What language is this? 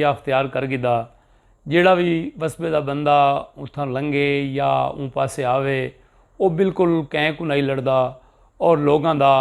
Saraiki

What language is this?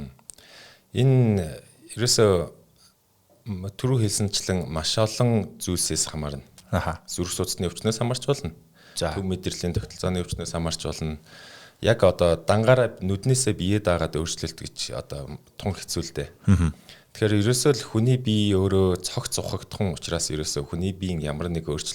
Mongolian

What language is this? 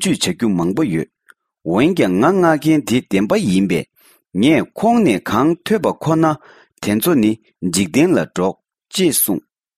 Tibetan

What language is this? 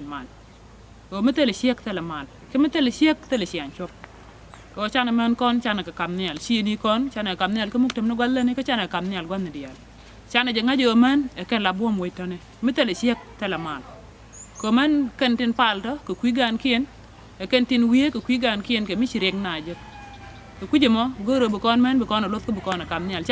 Nuer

